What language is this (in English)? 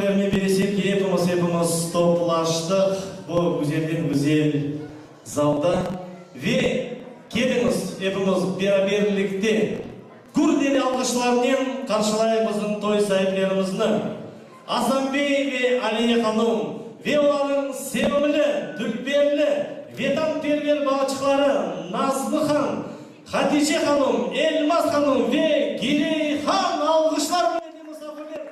Crimean Tatar